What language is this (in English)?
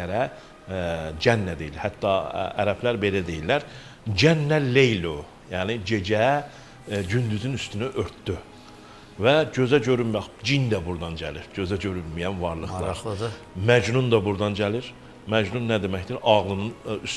Azerbaijani